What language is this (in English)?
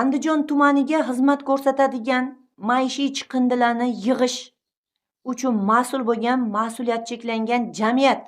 Uzbek